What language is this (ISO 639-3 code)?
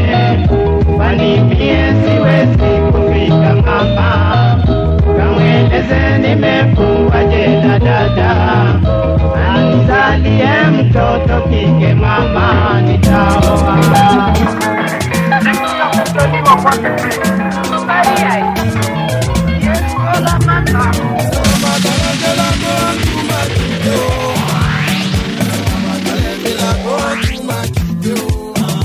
swa